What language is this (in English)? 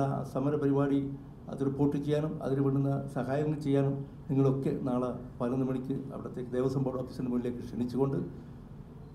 Malayalam